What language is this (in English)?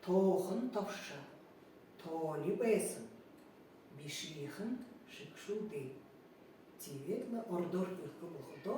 Buriat